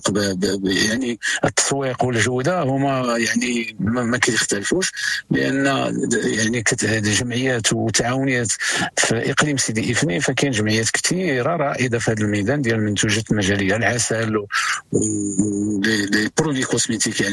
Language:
Moroccan Arabic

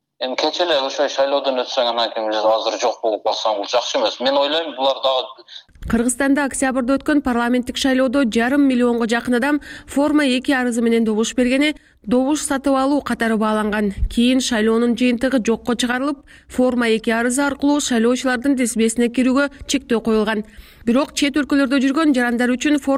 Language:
Kyrgyz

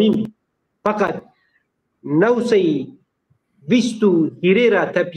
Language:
Zaza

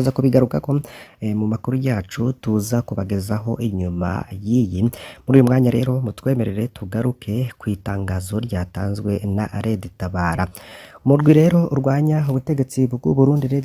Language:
Rundi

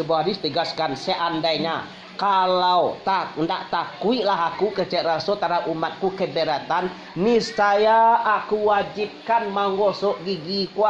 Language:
Minangkabau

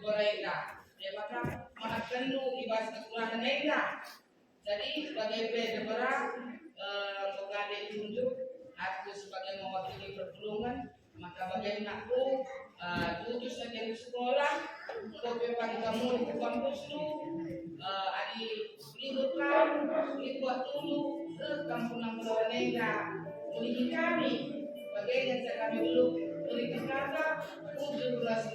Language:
Batak Karo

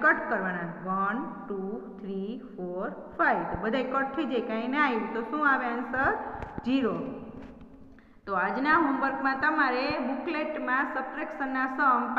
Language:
Gujarati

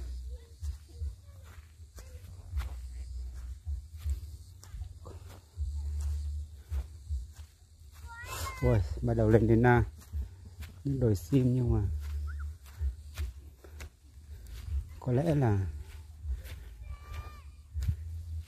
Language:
Vietnamese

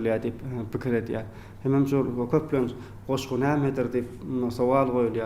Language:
Turkmen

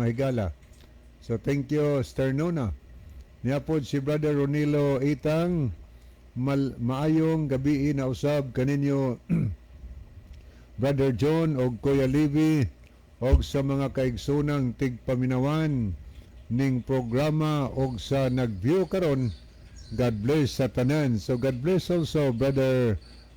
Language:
Cebuano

